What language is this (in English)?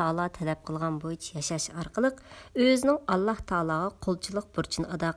Uyghur